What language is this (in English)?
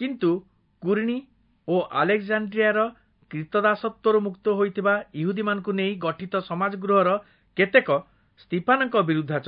Odia